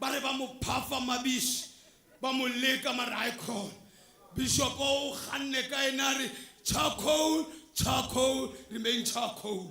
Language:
Tswana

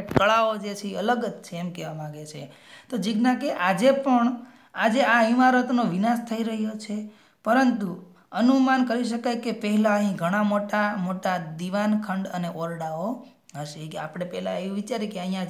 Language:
Gujarati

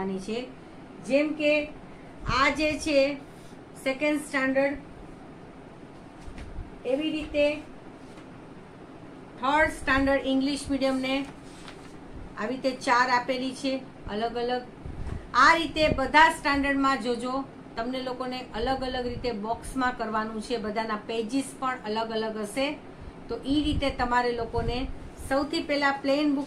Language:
Gujarati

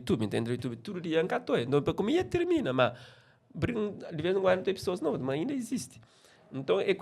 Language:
Kabuverdianu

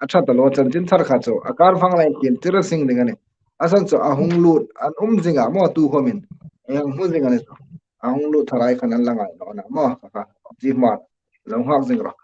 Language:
Hmar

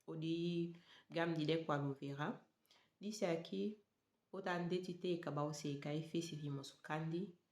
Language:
Saramaccan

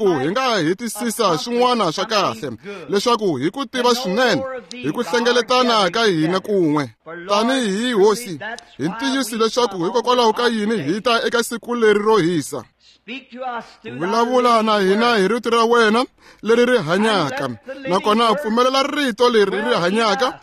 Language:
Tsonga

